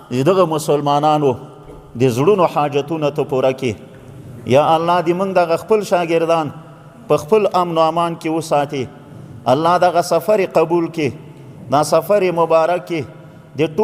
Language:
Pashto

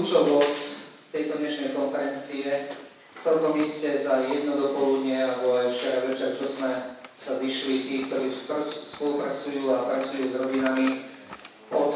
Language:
Slovak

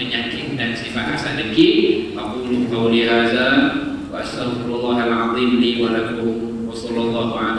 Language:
Malay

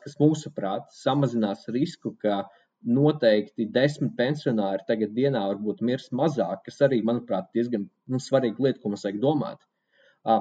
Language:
Latvian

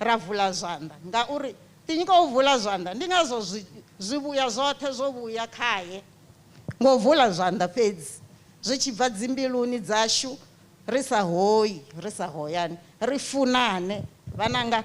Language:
Venda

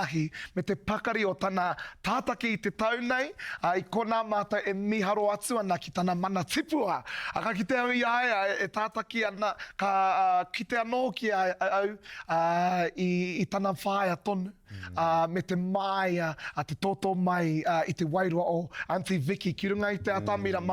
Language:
Māori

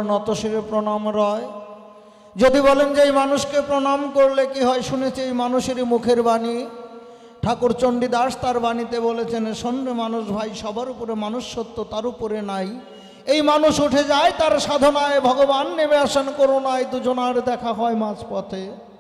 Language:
Bangla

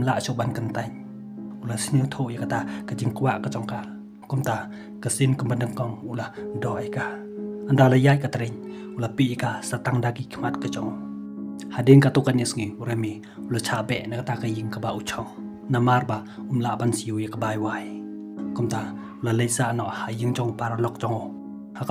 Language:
Khasi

